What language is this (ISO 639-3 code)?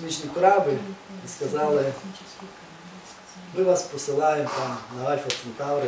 ukr